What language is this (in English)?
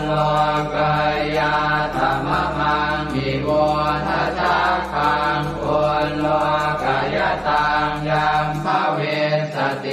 Pali